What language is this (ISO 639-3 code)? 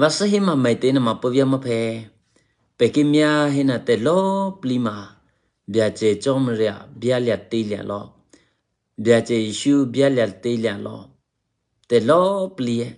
eky